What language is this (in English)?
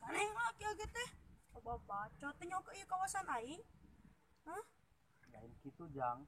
Sundanese